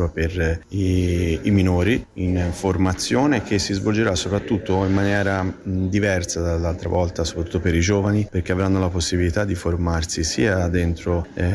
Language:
Italian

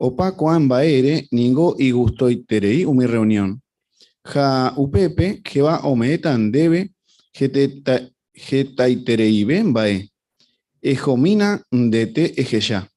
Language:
Guarani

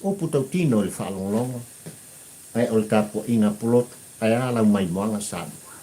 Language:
Samoan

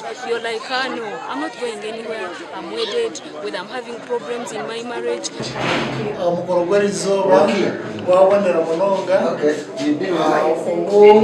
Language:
Nyankole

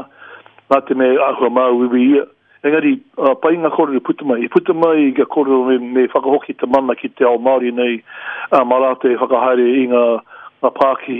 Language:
Māori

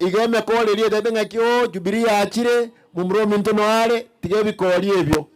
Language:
Gusii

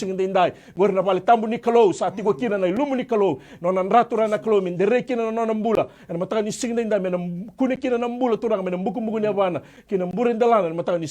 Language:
Fijian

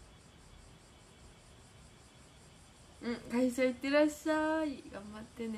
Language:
Japanese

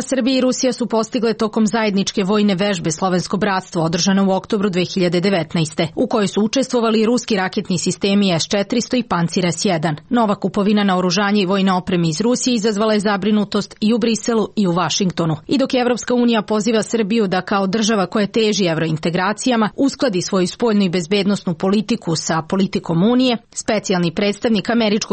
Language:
Serbian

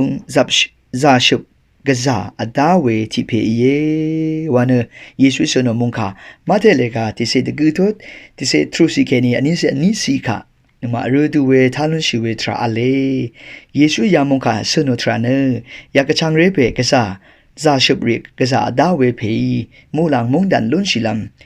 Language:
Rawang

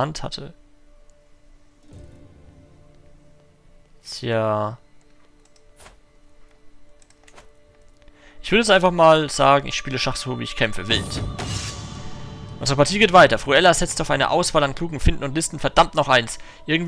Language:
German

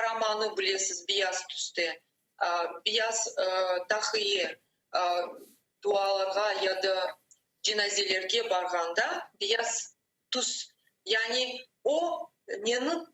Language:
Crimean Tatar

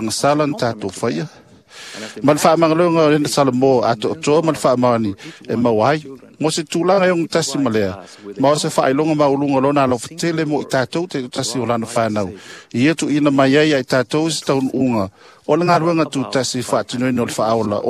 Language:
Samoan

